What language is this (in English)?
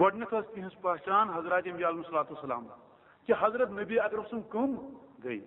Kashmiri